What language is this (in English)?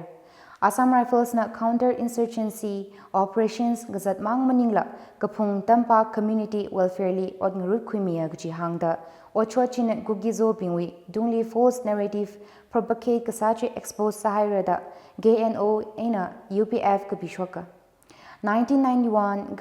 Tangkhul Naga (India)